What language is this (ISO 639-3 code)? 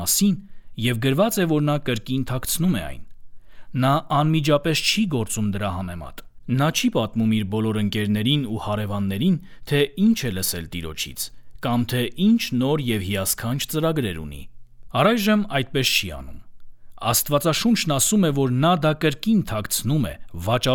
hye